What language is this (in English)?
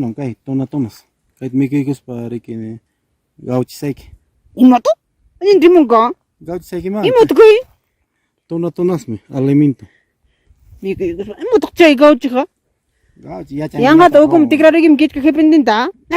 Ayacucho Quechua